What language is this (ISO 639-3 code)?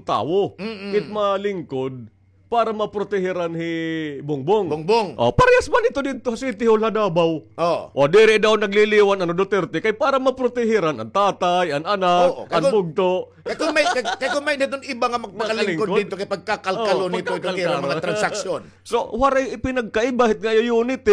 war